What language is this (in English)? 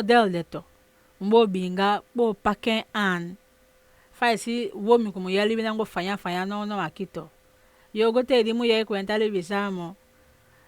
Saramaccan